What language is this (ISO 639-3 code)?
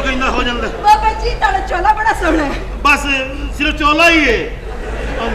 pan